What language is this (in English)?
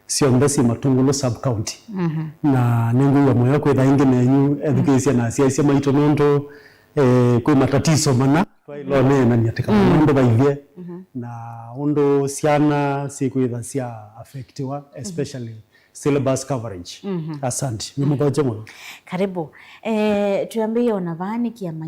Kamba